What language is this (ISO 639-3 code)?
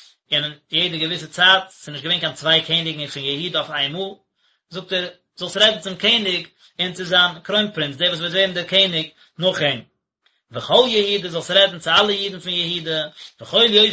yid